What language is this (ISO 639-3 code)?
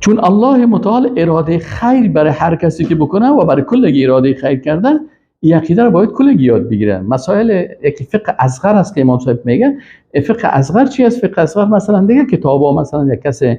fas